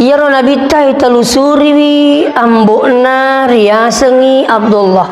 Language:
Buginese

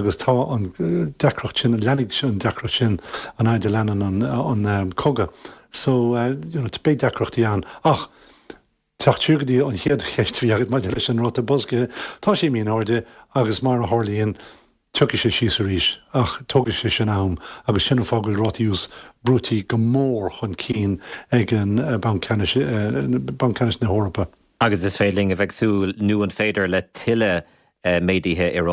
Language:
Irish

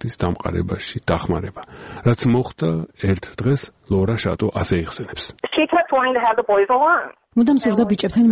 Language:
Georgian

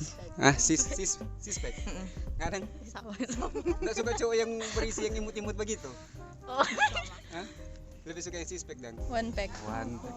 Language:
Manado Malay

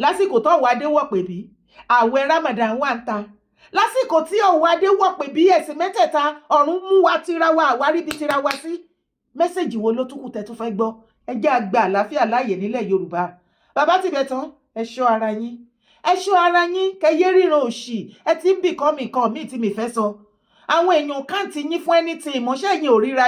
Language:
Yoruba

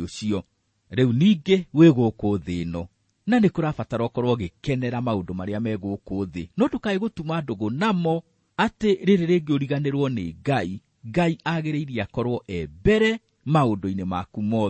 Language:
Kikuyu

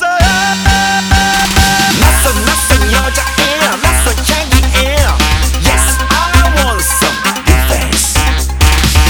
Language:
Korean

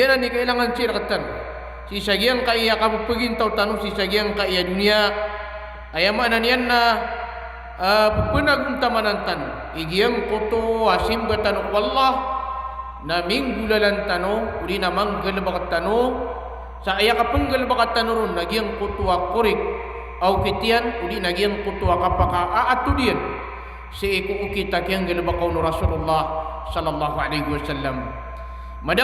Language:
Maranao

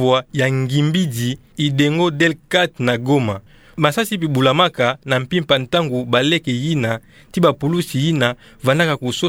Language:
Kituba (Democratic Republic of Congo)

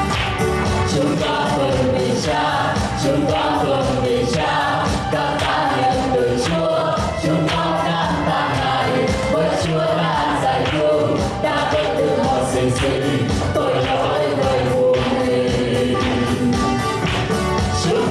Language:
Vietnamese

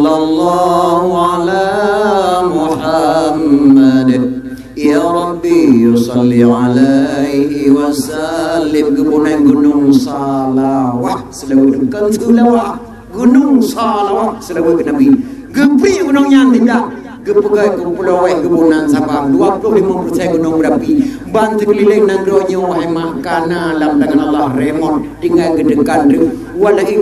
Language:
Achinese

